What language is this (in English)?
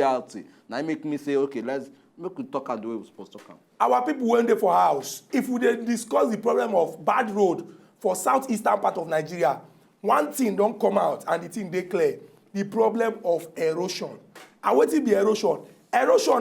Nigerian Pidgin